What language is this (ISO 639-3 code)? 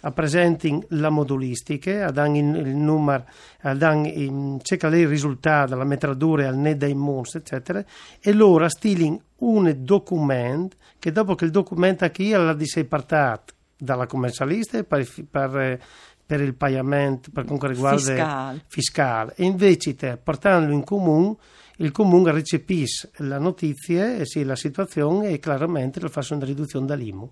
fur